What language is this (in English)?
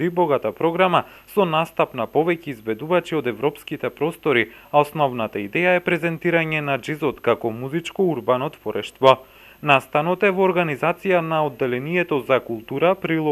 Macedonian